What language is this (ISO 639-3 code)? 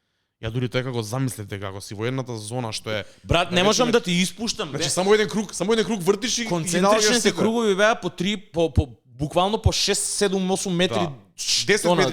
mkd